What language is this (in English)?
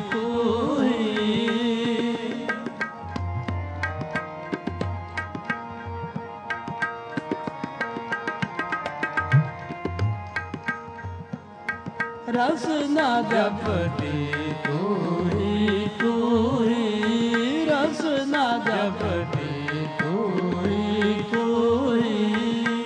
Punjabi